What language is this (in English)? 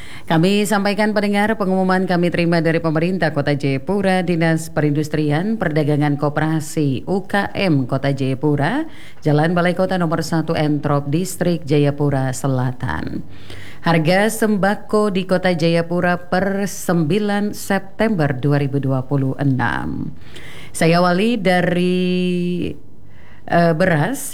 Indonesian